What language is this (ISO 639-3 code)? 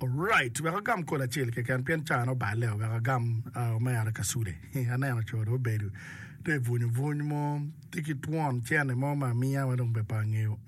ach